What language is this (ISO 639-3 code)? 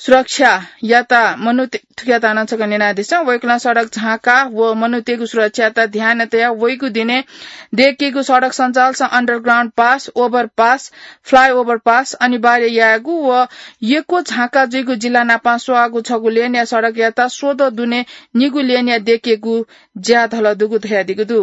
new